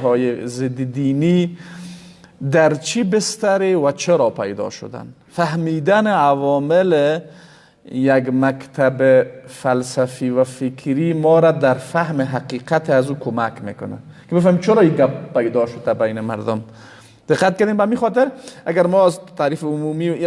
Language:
Persian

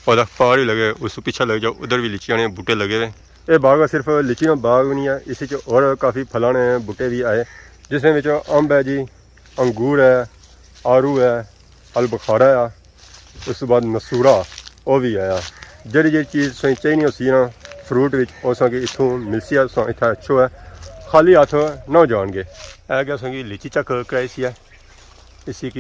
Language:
Pahari-Potwari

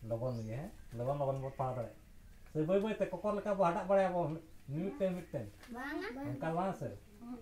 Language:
Santali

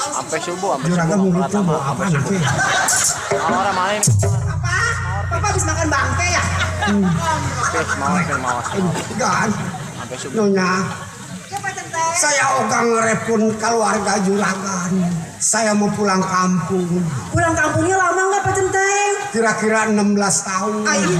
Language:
Betawi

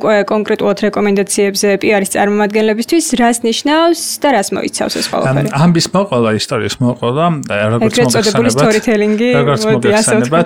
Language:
Georgian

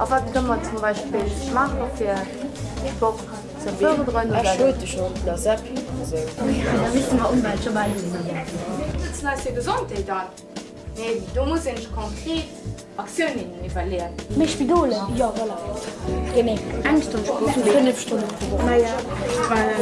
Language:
Luxembourgish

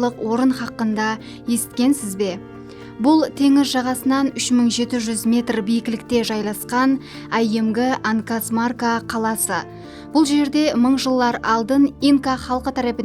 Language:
Kara-Kalpak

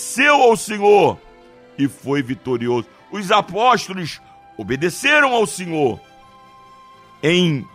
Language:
Portuguese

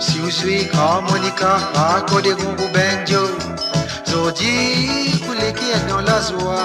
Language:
Morisyen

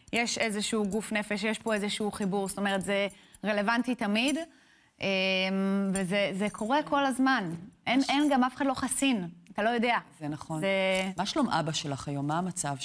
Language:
Hebrew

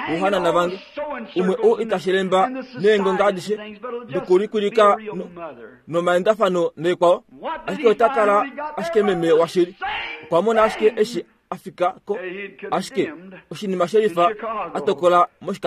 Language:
Kuanyama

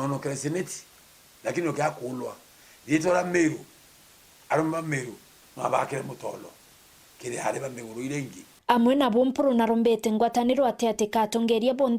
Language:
Meru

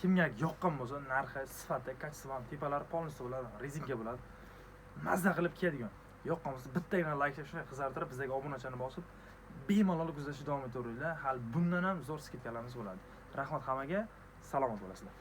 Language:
Uzbek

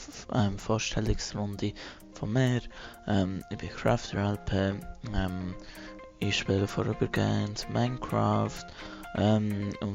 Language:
Swiss German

